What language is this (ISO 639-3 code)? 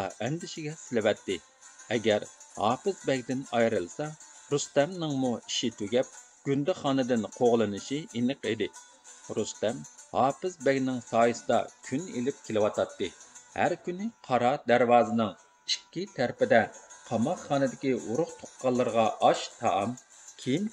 uig